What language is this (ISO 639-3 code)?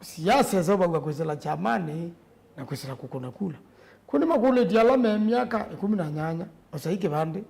kam